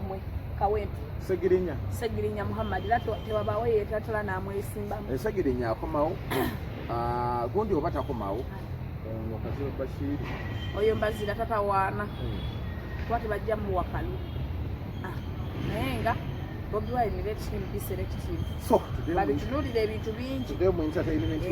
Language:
Ganda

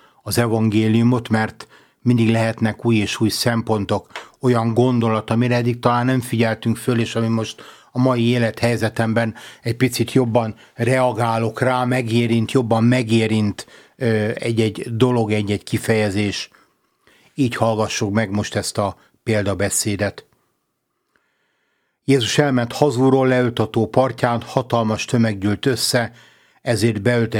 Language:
Hungarian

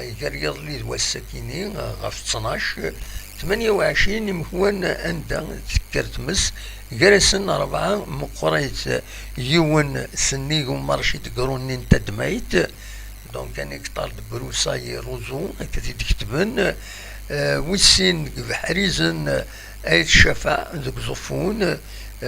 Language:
Kabyle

